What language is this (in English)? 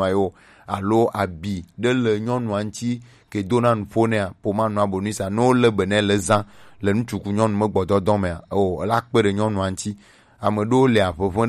Gen